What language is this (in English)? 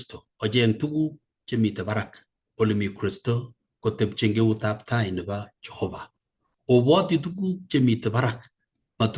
Kalenjin